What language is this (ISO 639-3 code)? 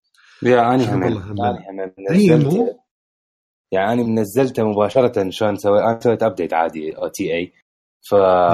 acm